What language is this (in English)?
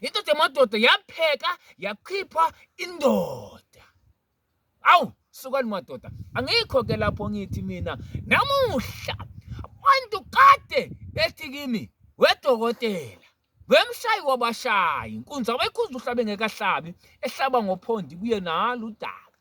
Zulu